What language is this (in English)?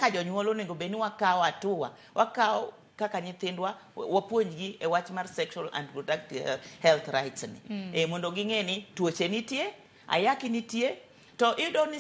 Luo (Kenya and Tanzania)